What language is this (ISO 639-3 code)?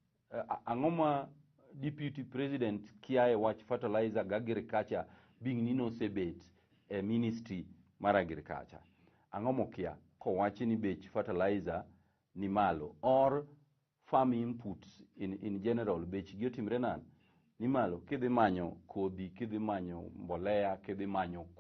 luo